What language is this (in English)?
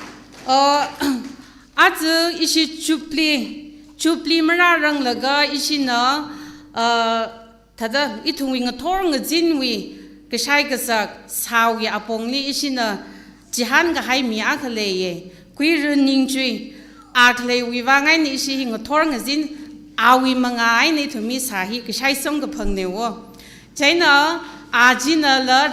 Tangkhul Naga (India)